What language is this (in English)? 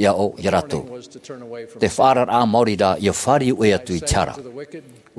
Tahitian